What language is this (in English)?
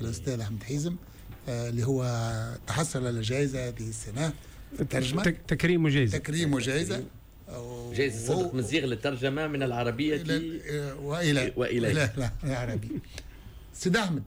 Tunisian Arabic